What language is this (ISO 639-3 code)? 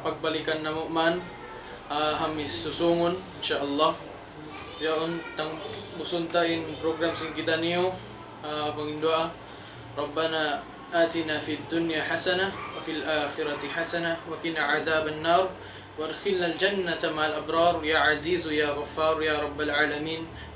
tsg